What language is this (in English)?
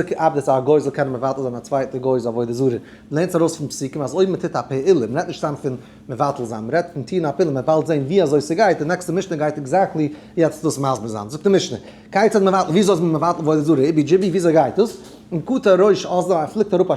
Yiddish